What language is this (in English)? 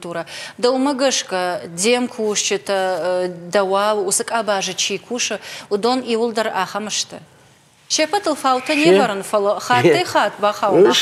Ossetic